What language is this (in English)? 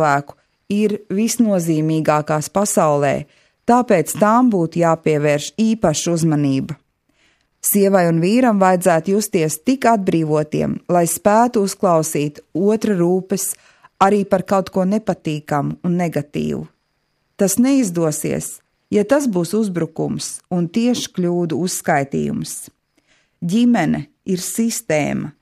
Latvian